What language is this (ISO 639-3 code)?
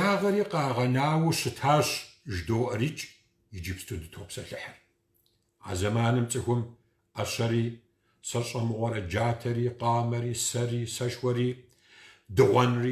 kbd